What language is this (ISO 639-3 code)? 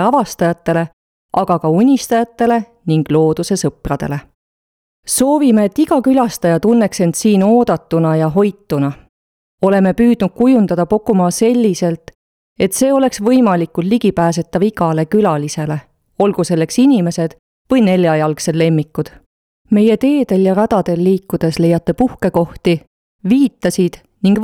est